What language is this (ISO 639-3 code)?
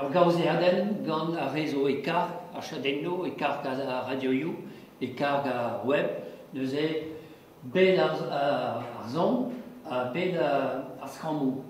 bre